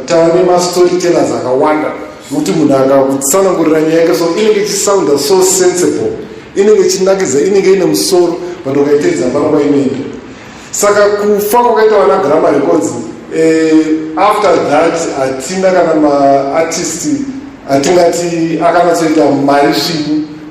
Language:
Shona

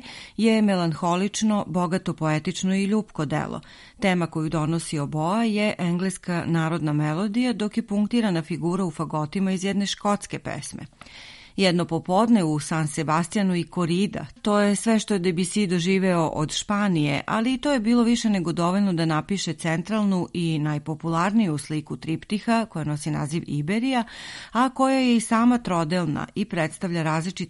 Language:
Serbian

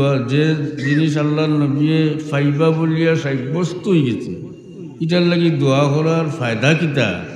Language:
Sylheti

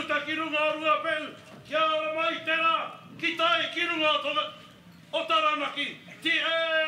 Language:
Māori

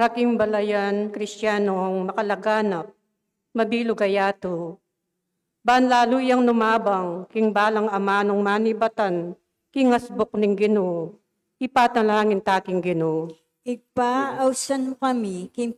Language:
Pampanga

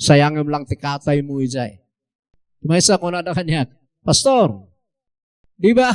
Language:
Iloko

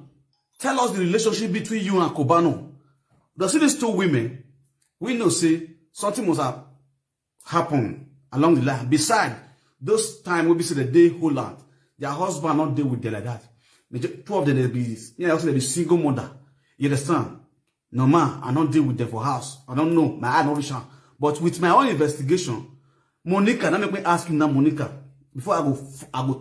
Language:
Nigerian Pidgin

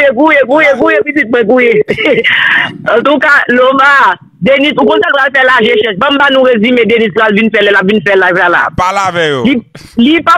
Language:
Haitian Creole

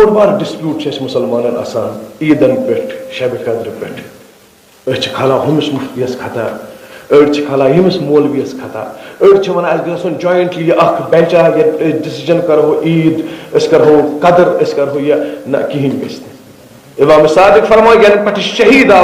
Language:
Kashmiri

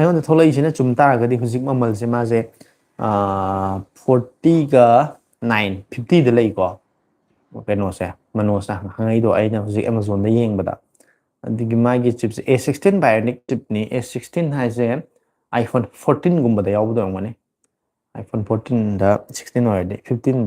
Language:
Manipuri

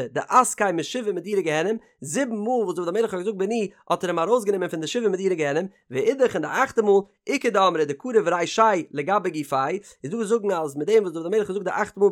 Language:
Yiddish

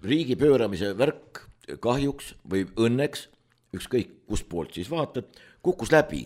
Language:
Estonian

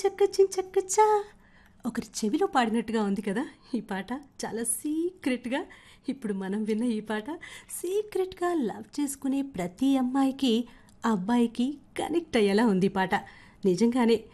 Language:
Telugu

